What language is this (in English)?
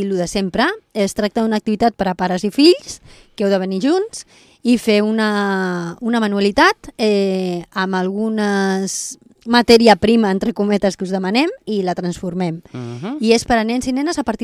Catalan